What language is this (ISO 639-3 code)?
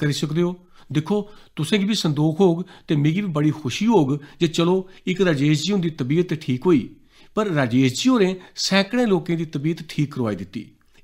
doi